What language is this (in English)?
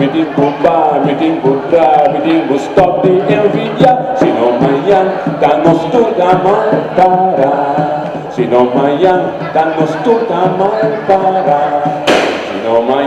Papiamento